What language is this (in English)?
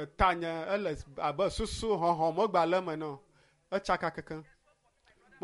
Ewe